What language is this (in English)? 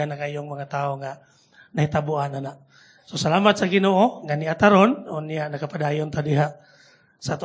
Cebuano